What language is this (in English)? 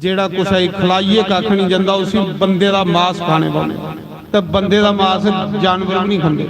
Dogri